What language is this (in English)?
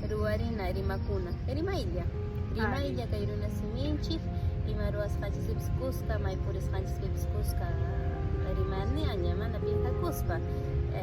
Quechua